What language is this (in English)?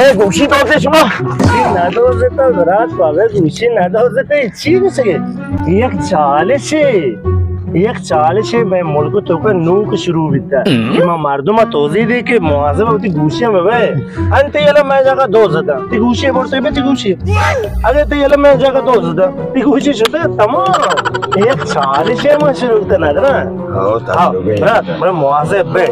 Baluchi